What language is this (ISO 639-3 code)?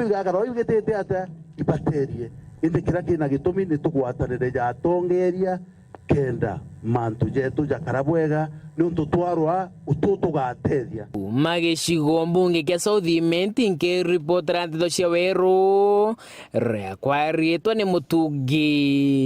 mer